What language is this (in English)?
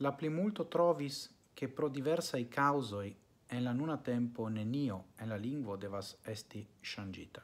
Esperanto